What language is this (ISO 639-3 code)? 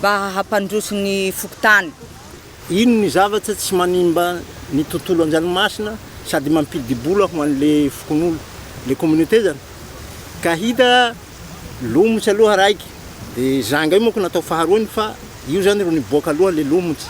mlg